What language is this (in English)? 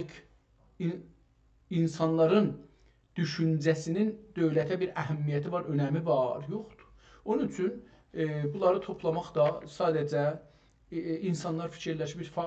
South Azerbaijani